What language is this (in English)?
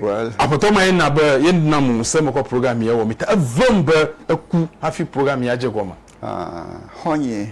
Ewe